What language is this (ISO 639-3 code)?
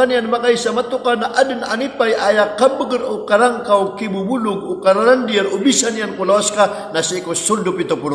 mrw